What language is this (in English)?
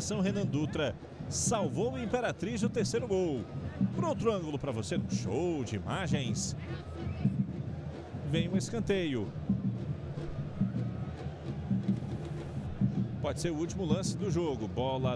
Portuguese